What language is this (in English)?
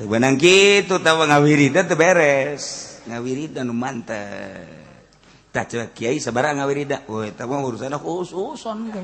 Sundanese